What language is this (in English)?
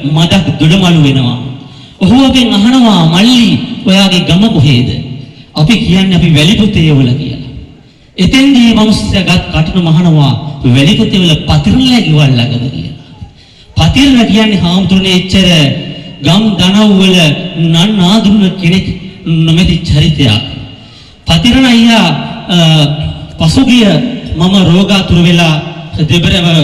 Sinhala